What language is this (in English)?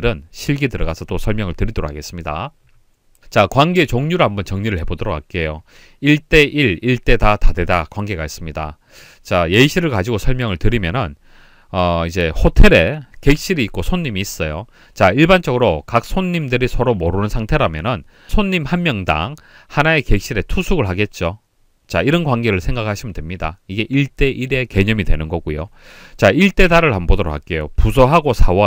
Korean